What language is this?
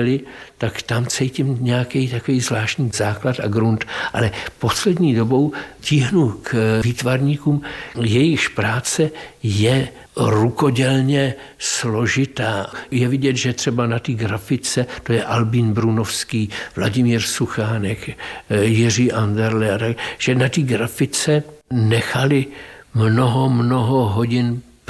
Czech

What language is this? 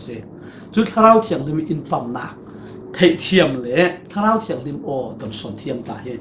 Falam Chin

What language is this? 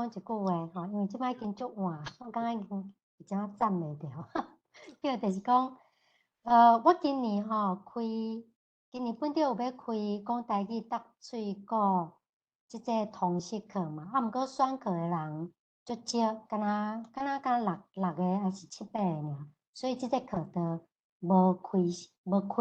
Min Nan Chinese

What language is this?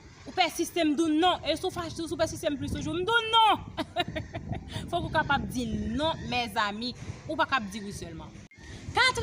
Haitian Creole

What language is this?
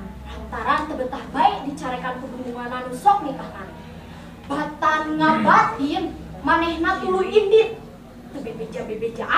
Sundanese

